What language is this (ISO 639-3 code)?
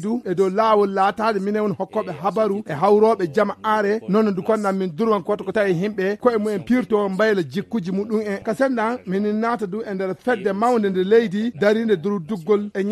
ful